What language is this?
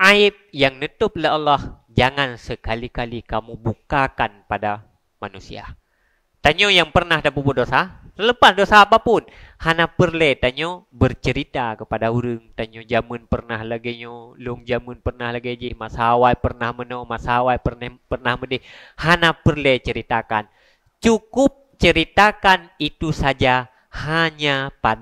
Achinese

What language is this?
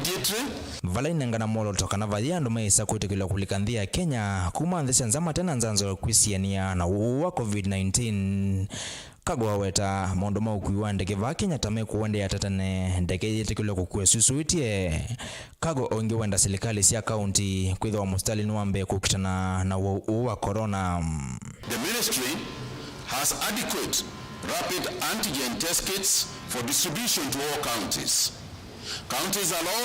Kamba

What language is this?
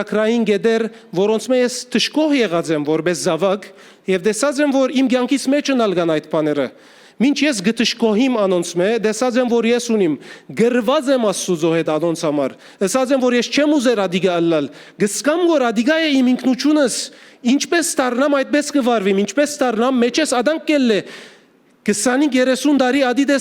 Western Armenian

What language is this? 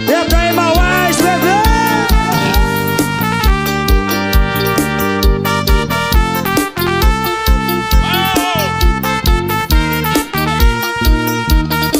Portuguese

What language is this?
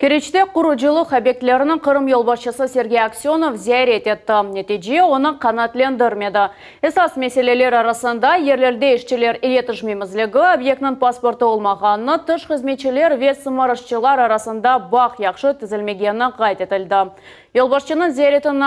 Crimean Tatar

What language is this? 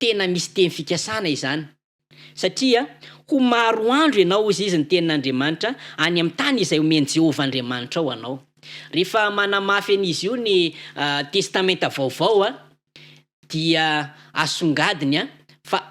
Malagasy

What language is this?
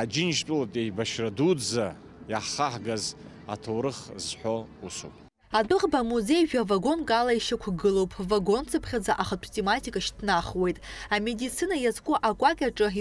Abkhazian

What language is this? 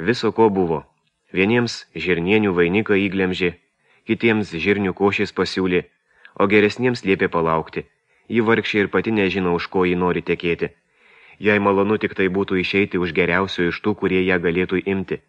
Lithuanian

